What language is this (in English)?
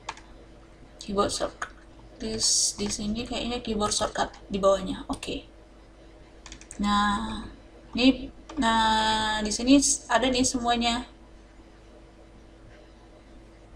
Indonesian